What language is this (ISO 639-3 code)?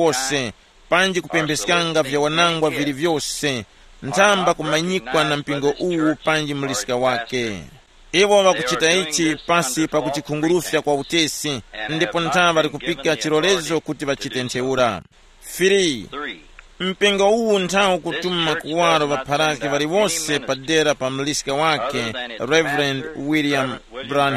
tum